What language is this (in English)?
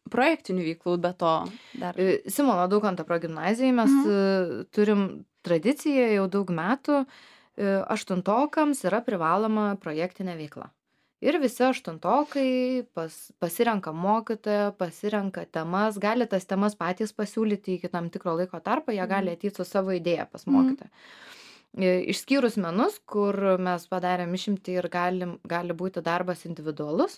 Lithuanian